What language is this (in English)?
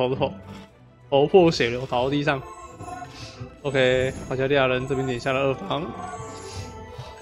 Chinese